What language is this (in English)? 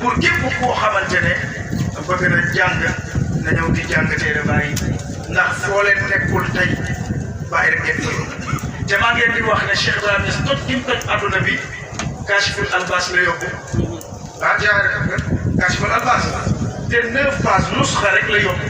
Wolof